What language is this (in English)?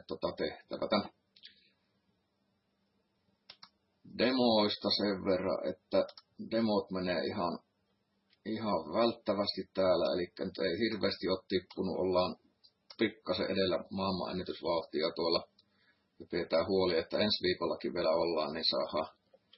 Finnish